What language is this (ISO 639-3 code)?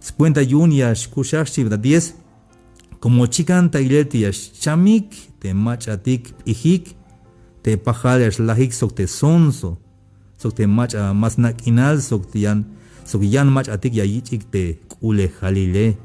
tzh